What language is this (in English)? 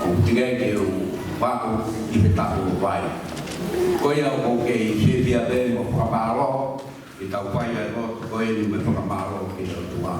Tongan